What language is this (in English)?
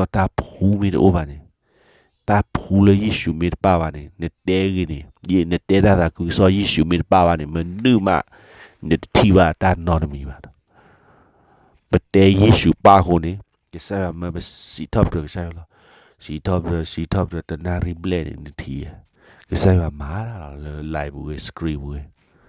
S'gaw Karen